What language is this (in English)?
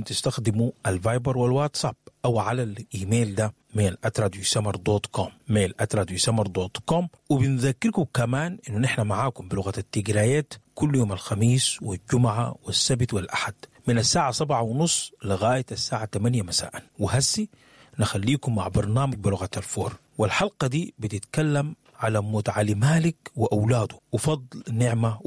Sudanese Arabic